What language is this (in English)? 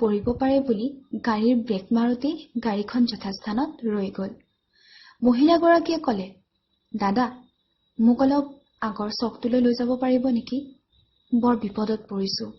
Assamese